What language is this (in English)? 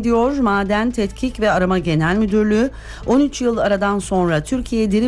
Turkish